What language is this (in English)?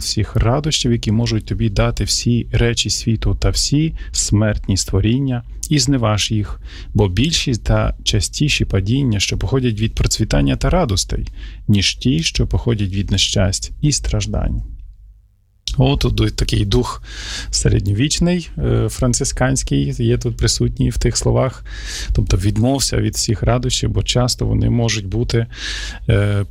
Ukrainian